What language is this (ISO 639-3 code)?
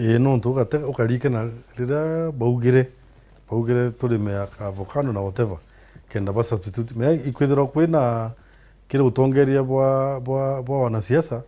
mer